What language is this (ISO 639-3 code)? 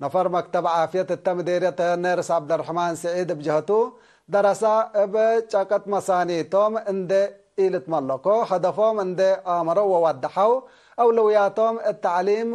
tig